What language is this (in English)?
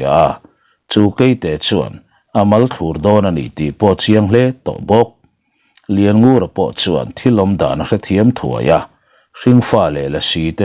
Mizo